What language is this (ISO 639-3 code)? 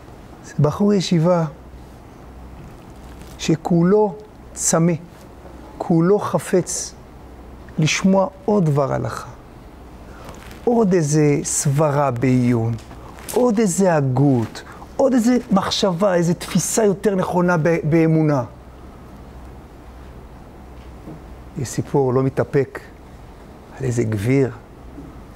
heb